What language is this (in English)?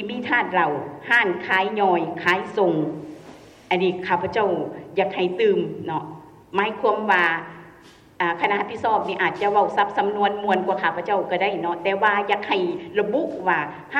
Lao